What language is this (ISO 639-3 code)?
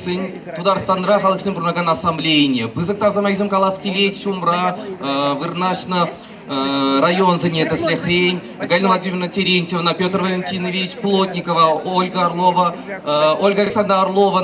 chv